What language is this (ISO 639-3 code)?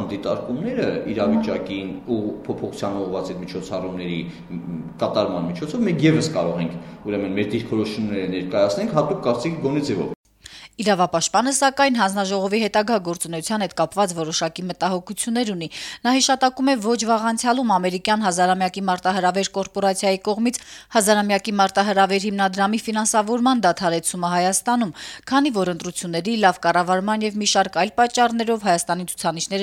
hye